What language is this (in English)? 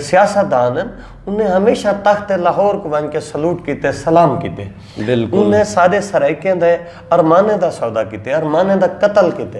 Saraiki